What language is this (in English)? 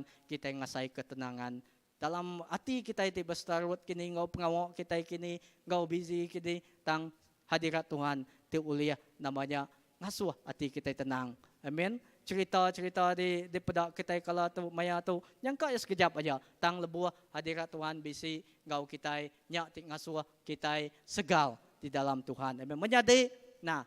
Iban